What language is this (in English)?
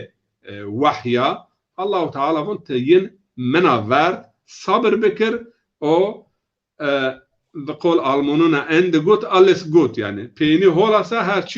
Zaza